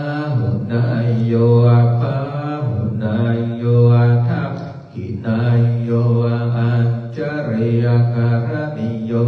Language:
Pali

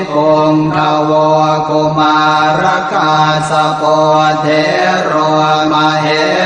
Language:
Pali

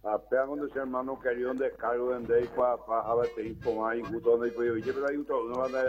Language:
Guarani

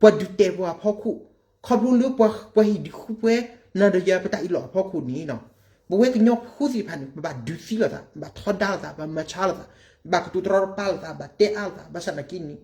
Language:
S'gaw Karen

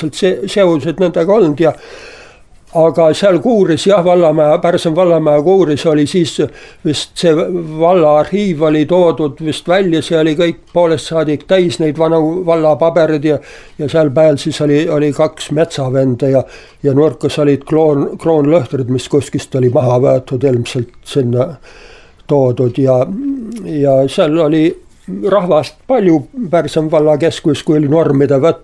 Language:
Estonian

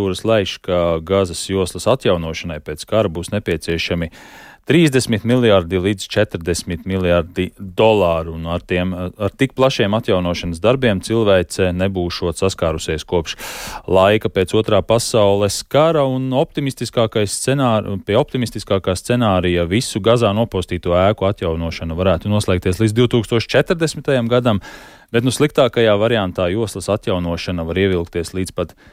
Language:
Latvian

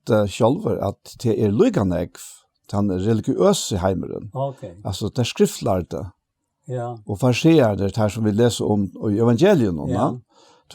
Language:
Faroese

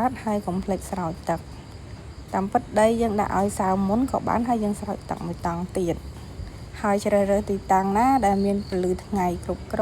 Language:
Khmer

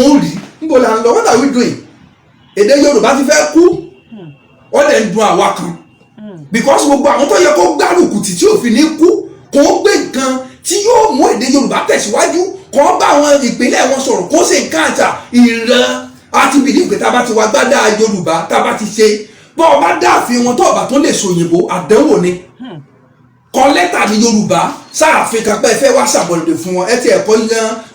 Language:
Yoruba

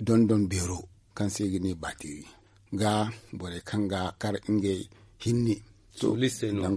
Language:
Zarma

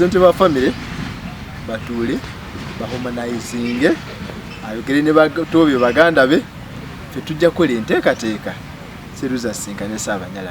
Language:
Ganda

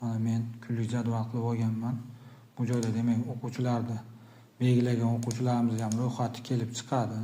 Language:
Uzbek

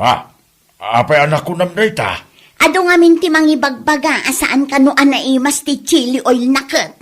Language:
Iloko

